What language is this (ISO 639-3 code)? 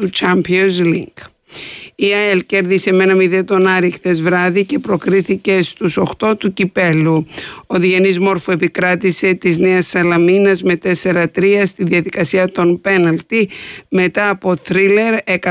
ell